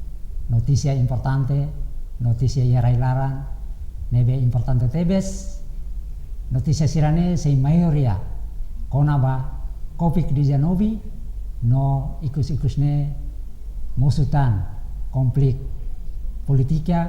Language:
Tetum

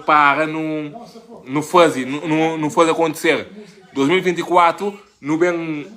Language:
Kabuverdianu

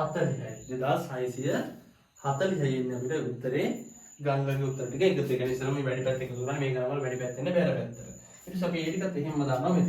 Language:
Sinhala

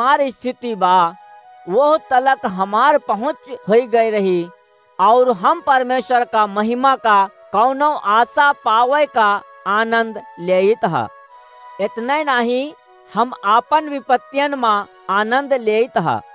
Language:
Awadhi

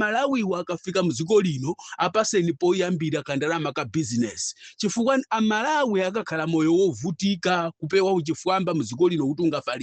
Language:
Nyanja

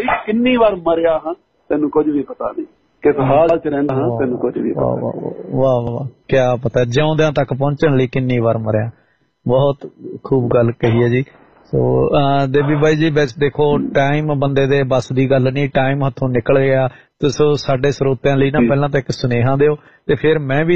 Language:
Punjabi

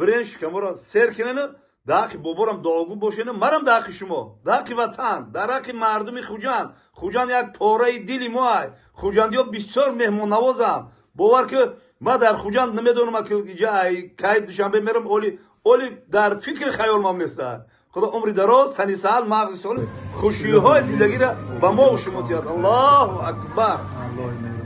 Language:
Tajik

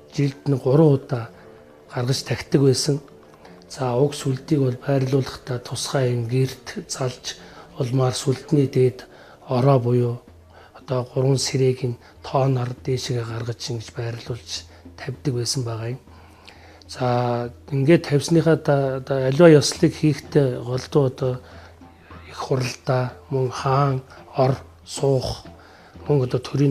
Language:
Mongolian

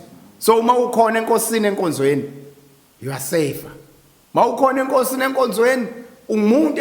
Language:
Zulu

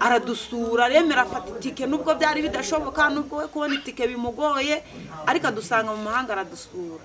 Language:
Kinyarwanda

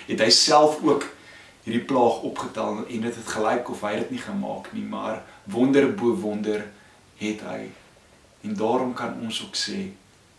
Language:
Afrikaans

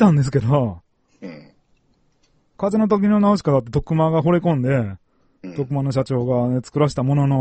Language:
Japanese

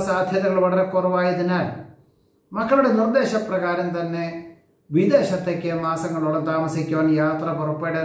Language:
Malayalam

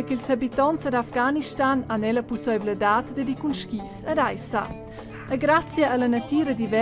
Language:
Romansh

